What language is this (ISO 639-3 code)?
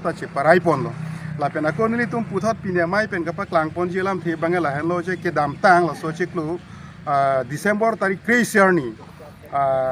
mjw